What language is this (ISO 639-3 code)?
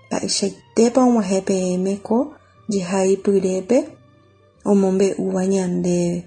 grn